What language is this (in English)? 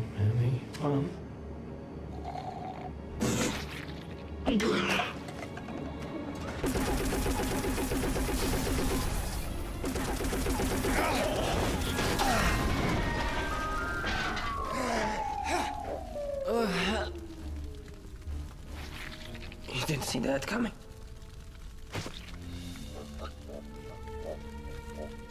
English